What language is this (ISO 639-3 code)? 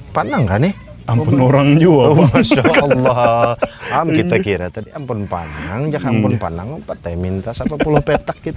bjn